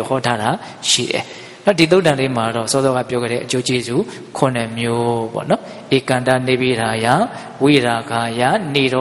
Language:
Burmese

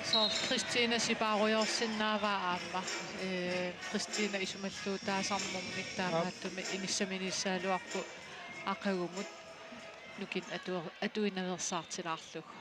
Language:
Kalaallisut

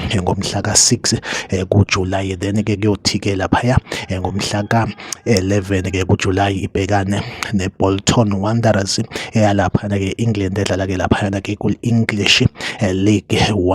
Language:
Zulu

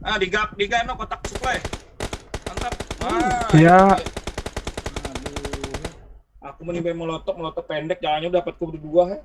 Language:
Banjar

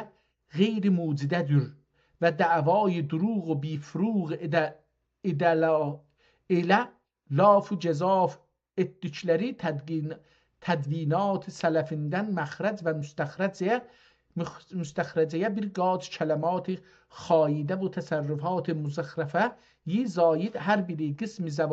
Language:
South Azerbaijani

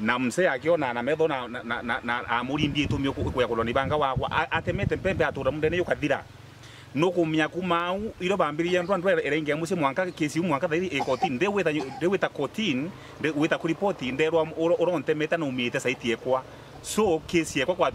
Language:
Meru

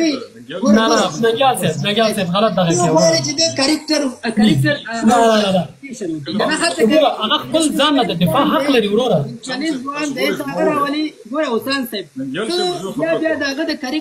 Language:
Pashto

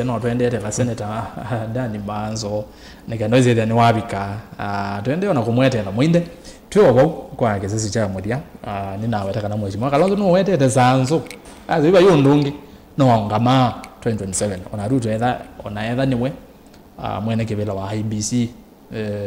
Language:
Kamba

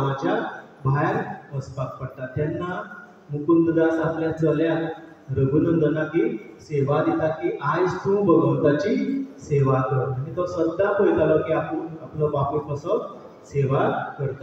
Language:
Konkani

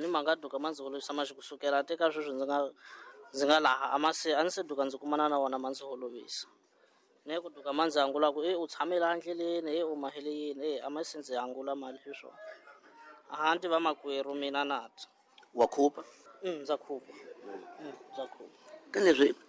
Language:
Tsonga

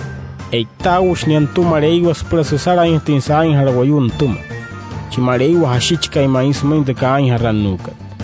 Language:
Wayuu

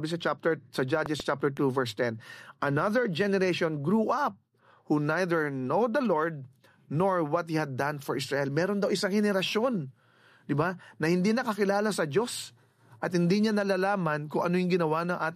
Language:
Filipino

